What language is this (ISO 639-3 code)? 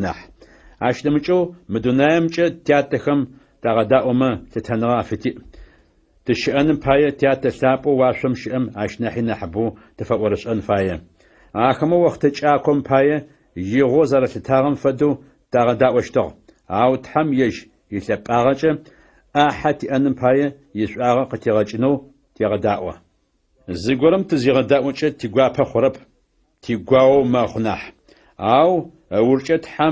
ady